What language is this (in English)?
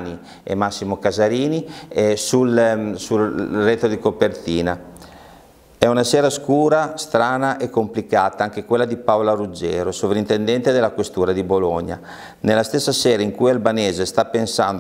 Italian